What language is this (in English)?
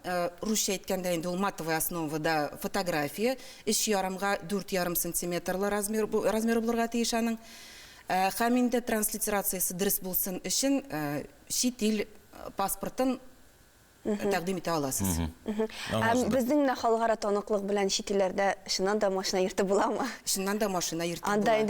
Tatar